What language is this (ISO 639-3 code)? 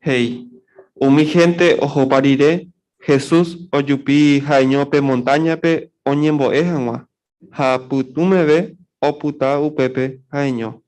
grn